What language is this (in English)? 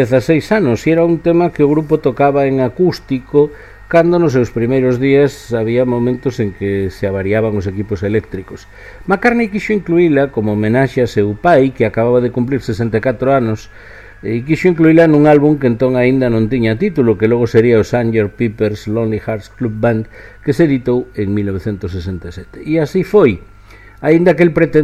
Galician